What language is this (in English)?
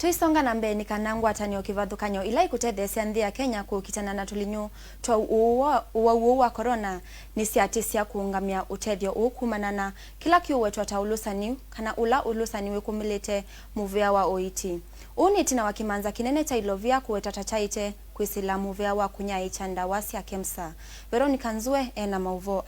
Kamba